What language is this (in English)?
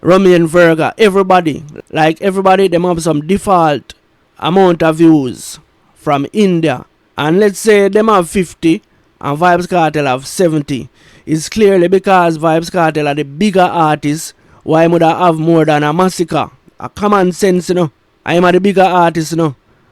Jamaican Creole English